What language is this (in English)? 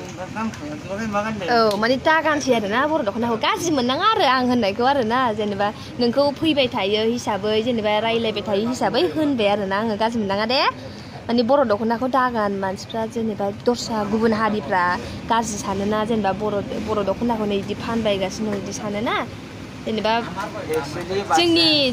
Bodo